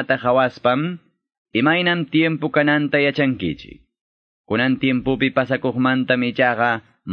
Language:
Quechua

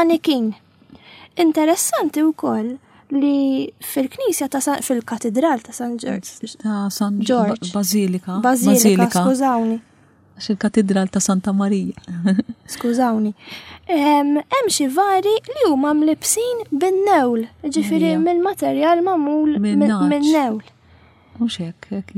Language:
Maltese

